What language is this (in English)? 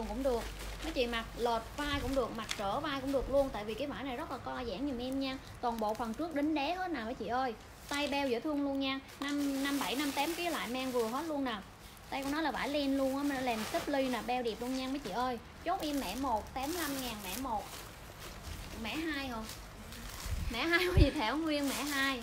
Vietnamese